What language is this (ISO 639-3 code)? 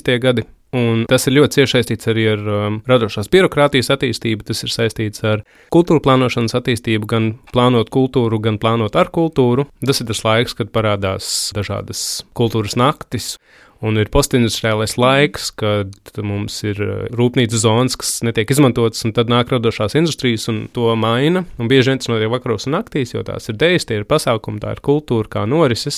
lav